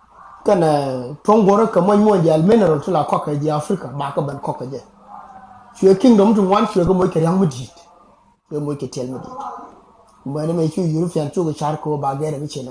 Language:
Nuer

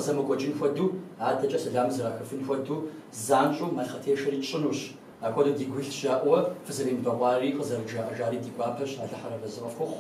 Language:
Kabardian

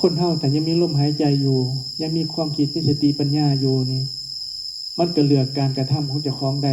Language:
Northeastern Thai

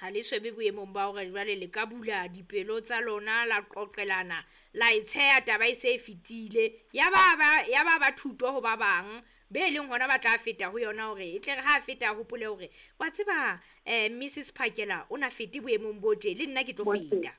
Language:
Southern Sotho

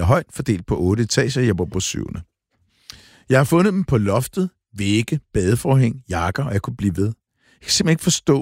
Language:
Danish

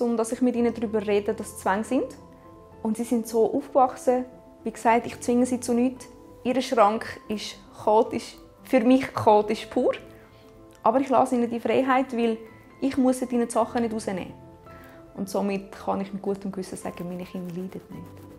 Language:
Swiss German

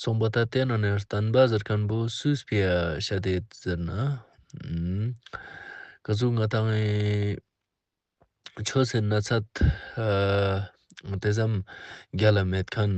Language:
Ladakhi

